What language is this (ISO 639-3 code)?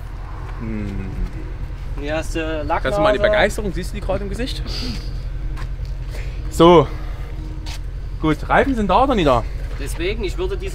deu